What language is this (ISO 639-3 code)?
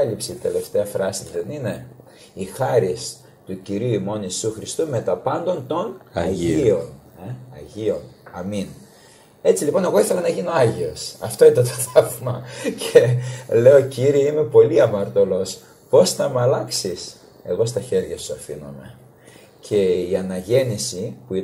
ell